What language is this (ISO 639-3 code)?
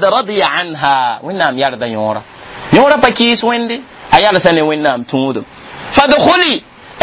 mos